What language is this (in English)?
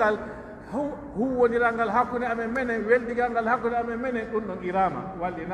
Pular